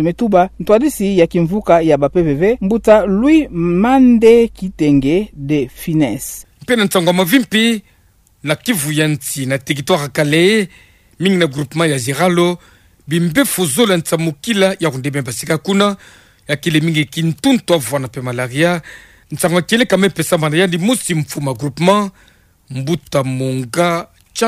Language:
Kituba (Democratic Republic of Congo)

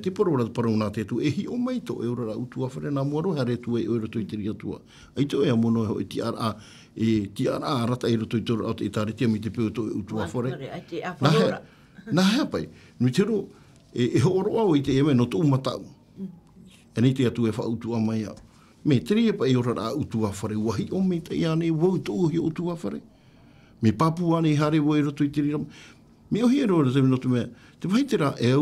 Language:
Tahitian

